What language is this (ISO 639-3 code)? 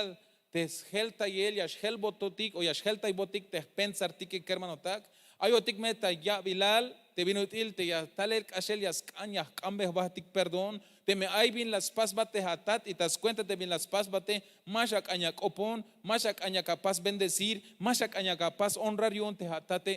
tzh